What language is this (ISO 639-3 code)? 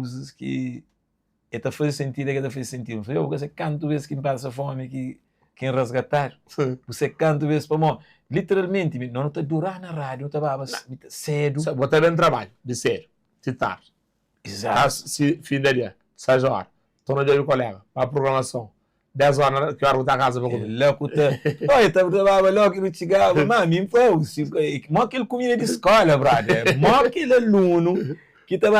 kea